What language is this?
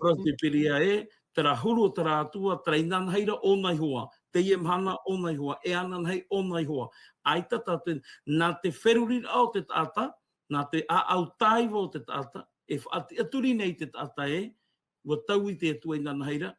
Tahitian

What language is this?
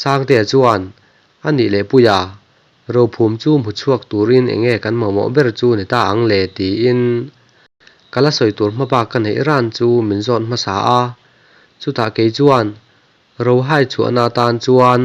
Mizo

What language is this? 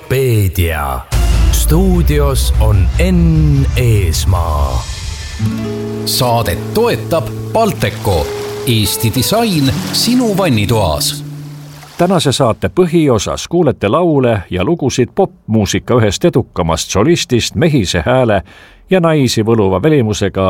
Estonian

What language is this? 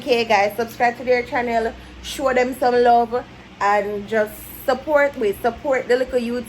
Jamaican Creole English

